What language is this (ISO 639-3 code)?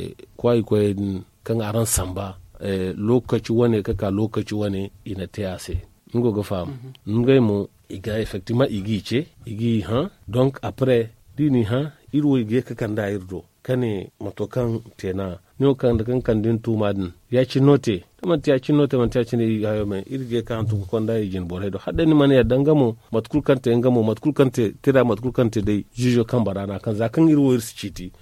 dje